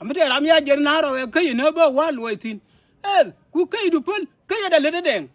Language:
Nuer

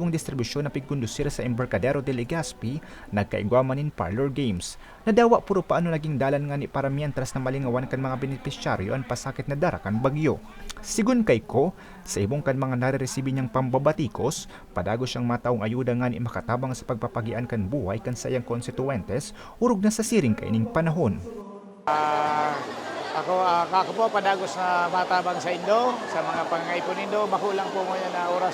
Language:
Bikol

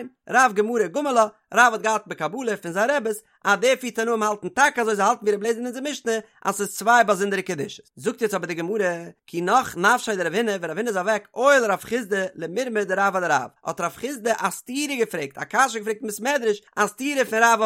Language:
Yiddish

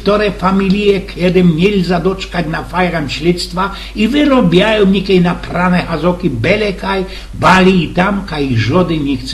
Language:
Silesian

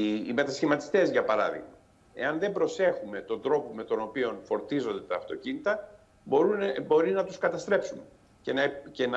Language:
Greek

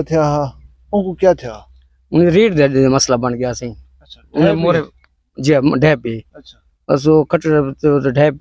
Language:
Saraiki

